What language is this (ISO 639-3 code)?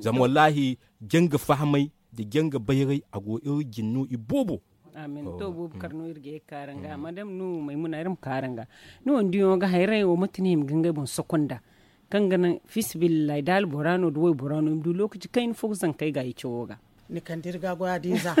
dje